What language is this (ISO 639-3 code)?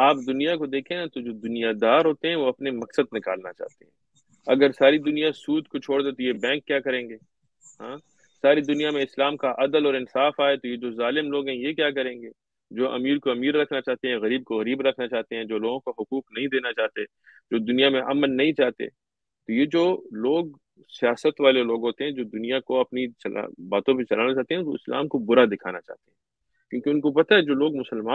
urd